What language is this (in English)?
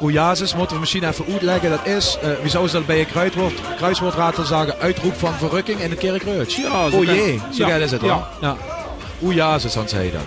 Limburgish